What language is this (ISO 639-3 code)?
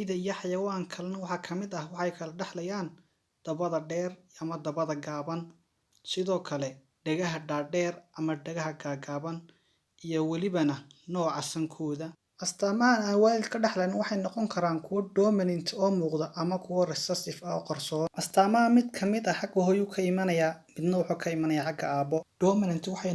som